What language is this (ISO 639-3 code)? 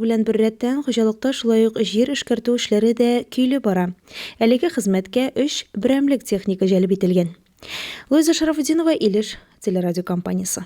tat